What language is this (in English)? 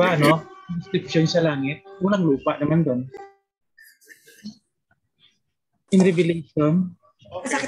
Filipino